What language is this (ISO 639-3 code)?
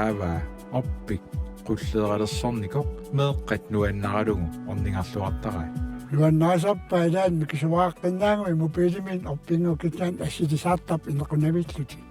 kal